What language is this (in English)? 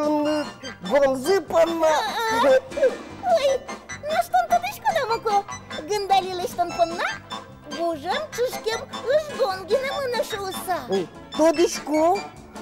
Udmurt